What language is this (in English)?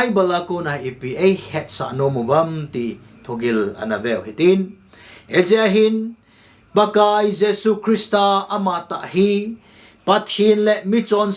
Thado Chin